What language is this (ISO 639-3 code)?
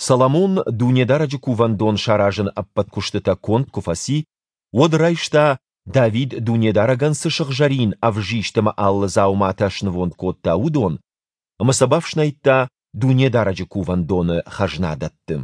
oss